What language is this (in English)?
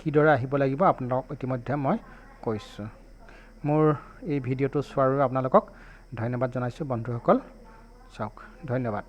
Assamese